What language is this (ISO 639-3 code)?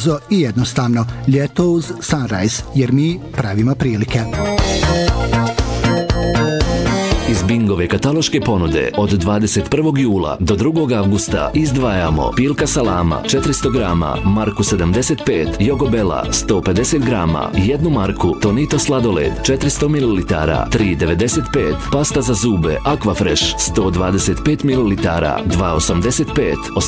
bos